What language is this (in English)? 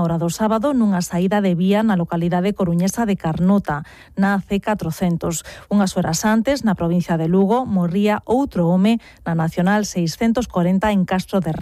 Galician